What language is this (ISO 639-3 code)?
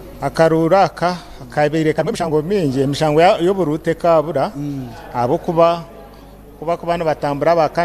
nyn